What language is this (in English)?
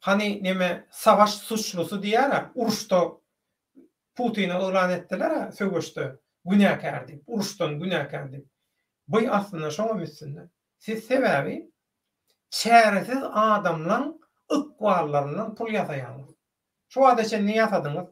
Turkmen